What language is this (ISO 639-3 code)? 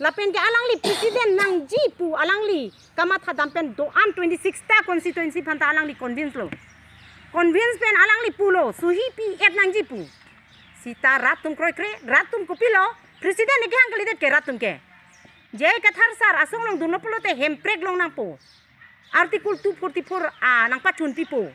mjw